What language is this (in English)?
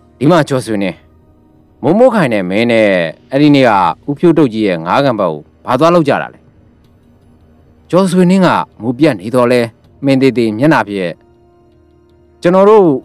Burmese